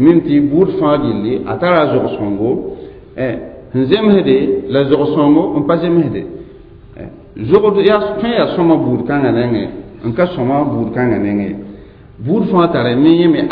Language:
Mossi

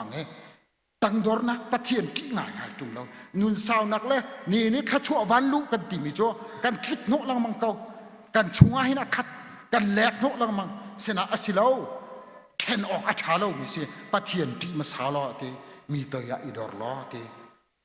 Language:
Hakha Chin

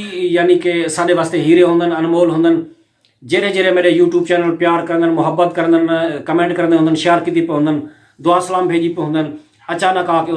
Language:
Saraiki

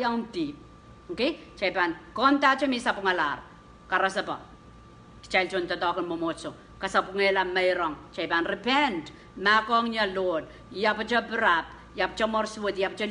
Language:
Pohnpeian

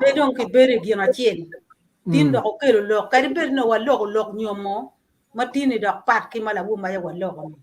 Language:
Acoli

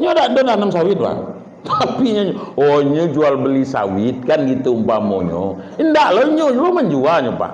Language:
Minangkabau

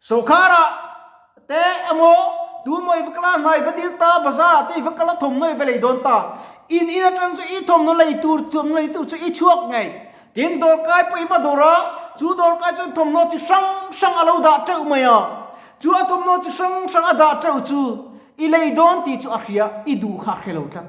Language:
Mizo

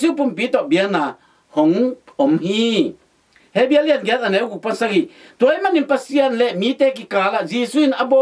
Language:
Tedim Chin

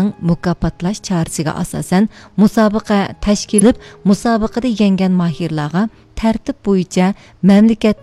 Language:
Uyghur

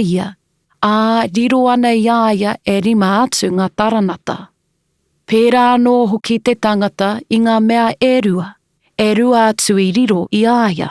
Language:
Māori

